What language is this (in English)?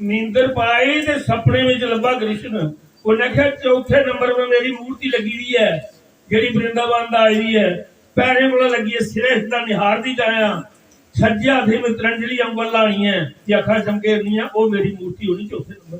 Dogri